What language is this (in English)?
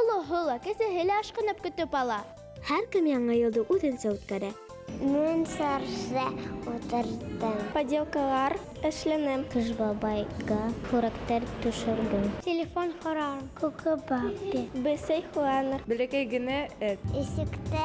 Bashkir